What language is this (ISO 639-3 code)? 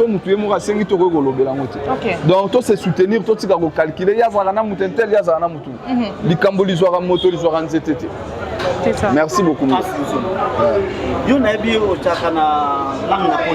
lin